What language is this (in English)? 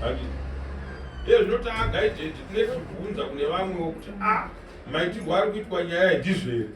Shona